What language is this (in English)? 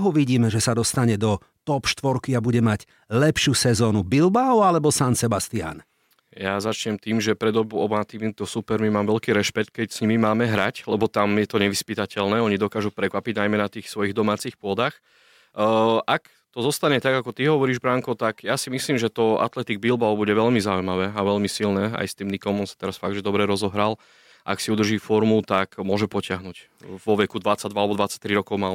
Slovak